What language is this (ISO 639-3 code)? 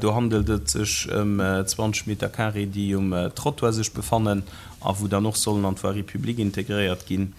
ltz